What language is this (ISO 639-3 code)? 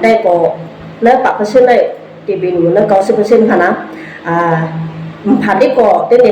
shn